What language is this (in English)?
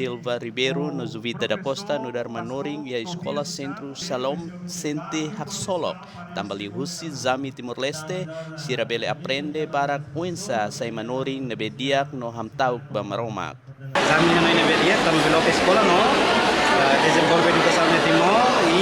Tetum